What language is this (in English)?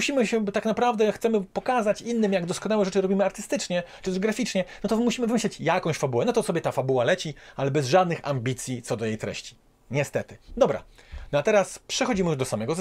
Polish